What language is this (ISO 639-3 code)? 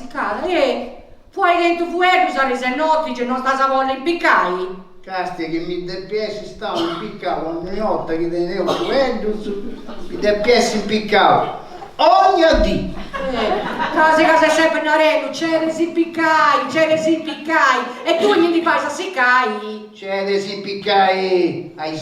srd